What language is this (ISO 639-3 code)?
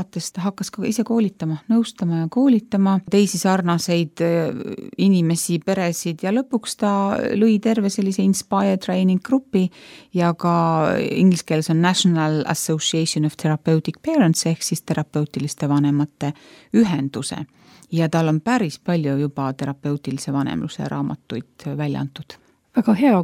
est